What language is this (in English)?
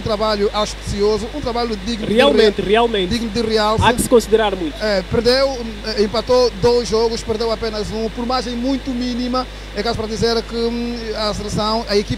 Portuguese